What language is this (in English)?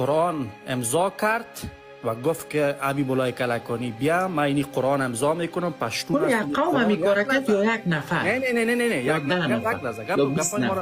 Persian